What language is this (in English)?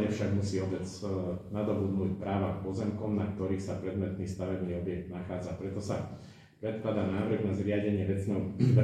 Slovak